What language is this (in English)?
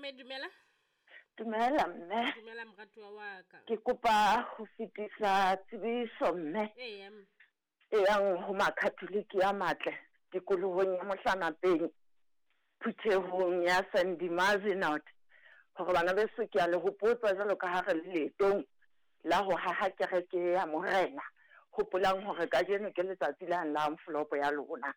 Southern Sotho